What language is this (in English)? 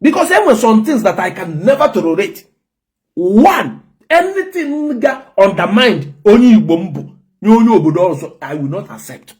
Igbo